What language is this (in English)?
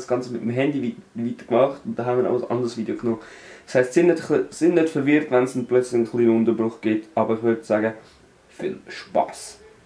Swiss German